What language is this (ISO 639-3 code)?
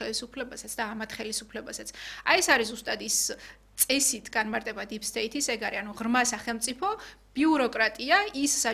kat